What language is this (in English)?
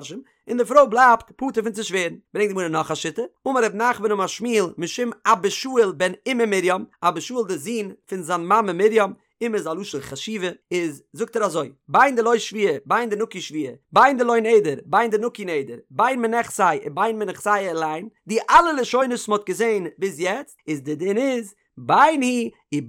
Yiddish